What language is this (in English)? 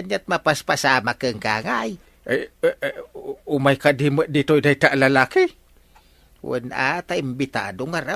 Iloko